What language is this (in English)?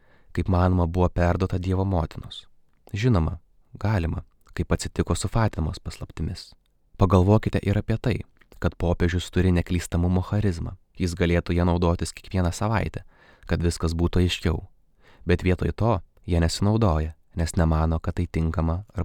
Lithuanian